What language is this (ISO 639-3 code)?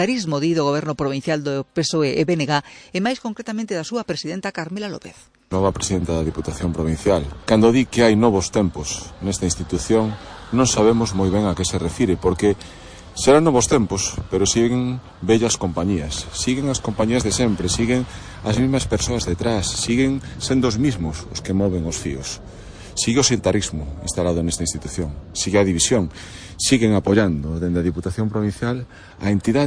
glg